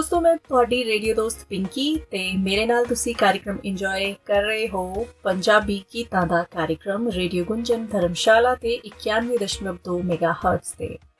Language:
Punjabi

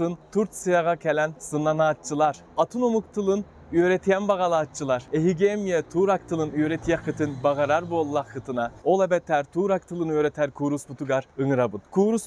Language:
Yakut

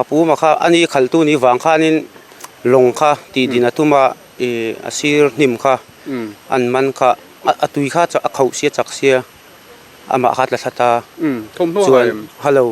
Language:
Mizo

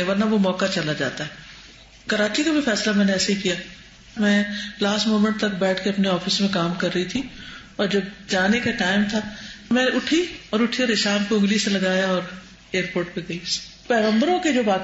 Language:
Urdu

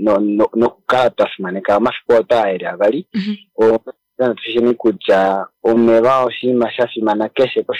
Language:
Kuanyama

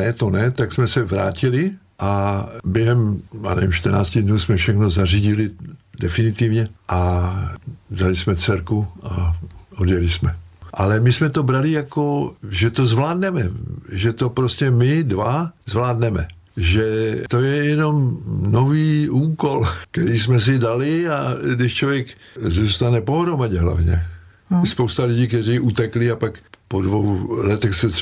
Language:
Czech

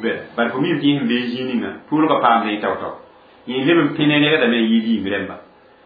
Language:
Mossi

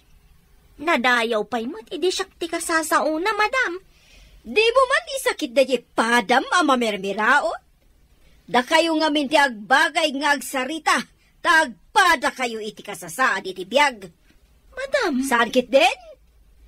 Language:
Iloko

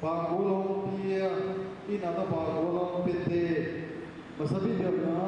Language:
Tedim Chin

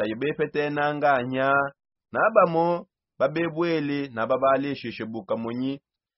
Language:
Songe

